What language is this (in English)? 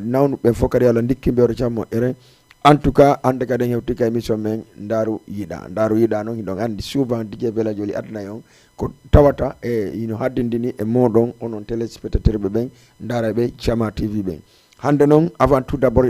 Fula